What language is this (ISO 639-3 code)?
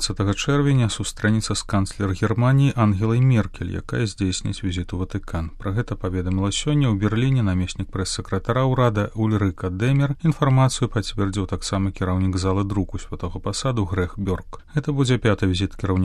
bel